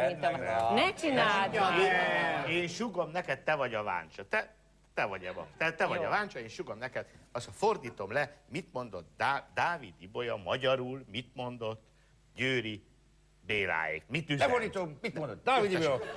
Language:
Hungarian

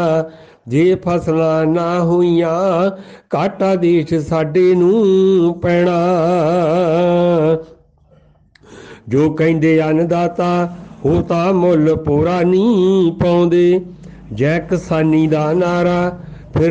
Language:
Punjabi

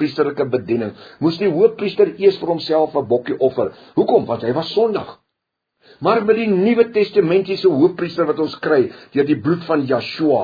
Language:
Afrikaans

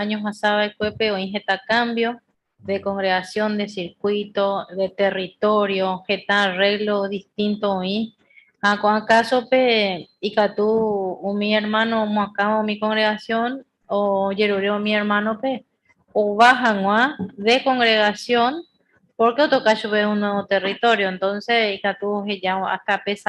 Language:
Guarani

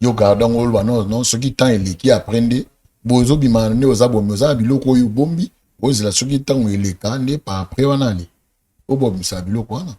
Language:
Lingala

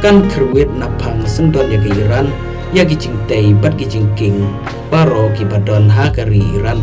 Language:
Khasi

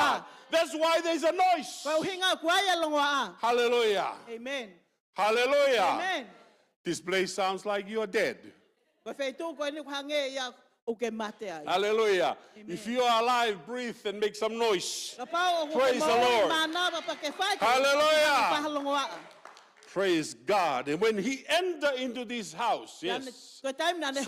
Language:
Tongan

